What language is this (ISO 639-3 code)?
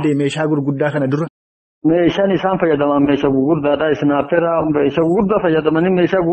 orm